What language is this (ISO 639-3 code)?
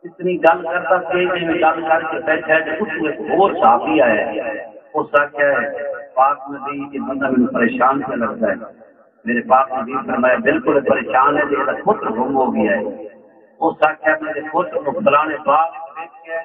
skr